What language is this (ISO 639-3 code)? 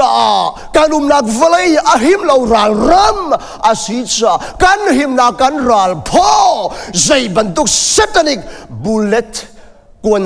cnh